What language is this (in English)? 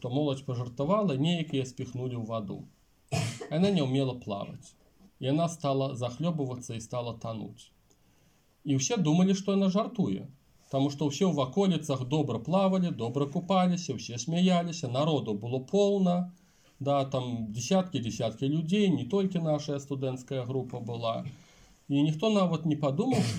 Belarusian